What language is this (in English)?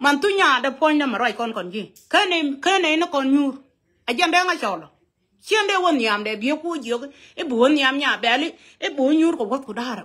Nuer